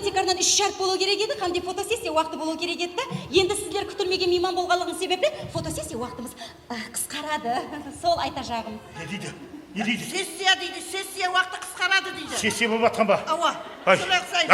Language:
Kara-Kalpak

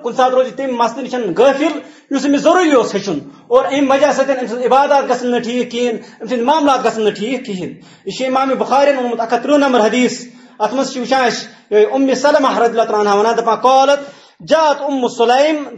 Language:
Kashmiri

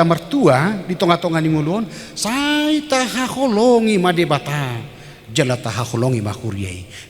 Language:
Batak Toba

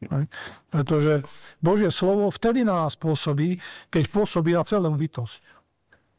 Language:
Slovak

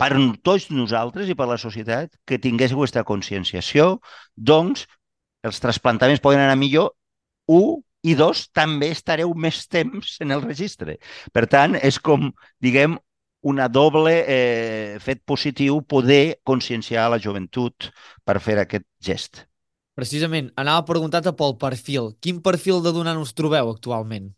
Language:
Catalan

